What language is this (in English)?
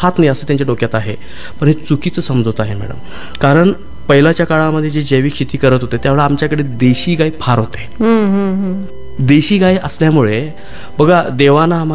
Marathi